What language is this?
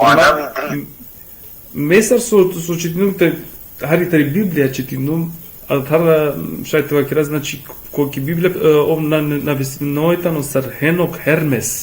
Balkan Romani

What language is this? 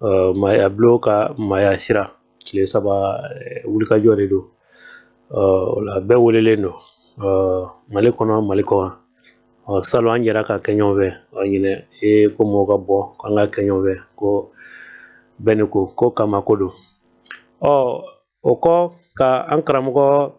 Bambara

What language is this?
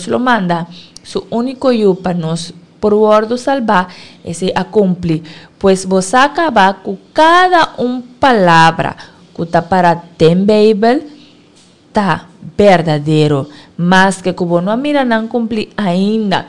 Papiamento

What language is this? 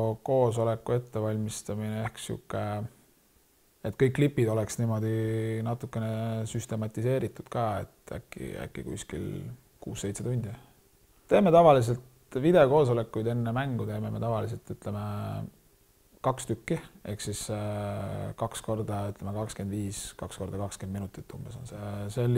Estonian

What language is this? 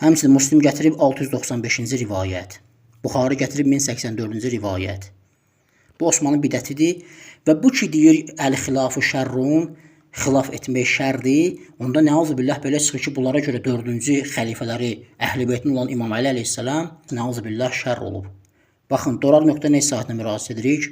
Azerbaijani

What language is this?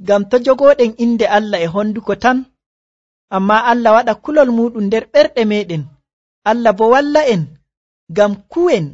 Nigerian Fulfulde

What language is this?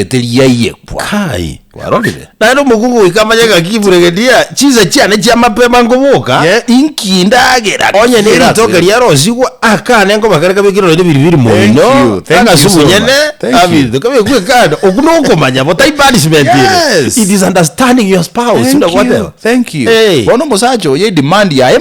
Gusii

